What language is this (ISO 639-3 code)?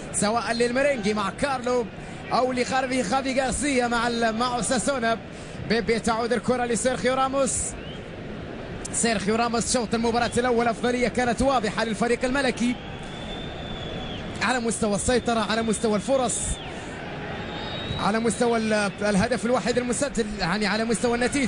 ara